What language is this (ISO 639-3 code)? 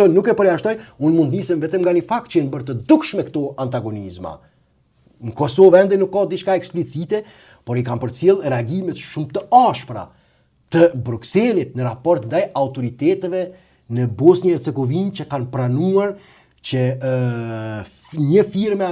sqi